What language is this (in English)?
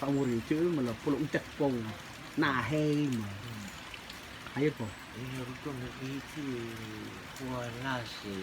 Rotuman